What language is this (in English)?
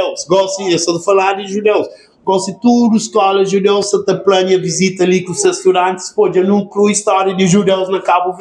Kabuverdianu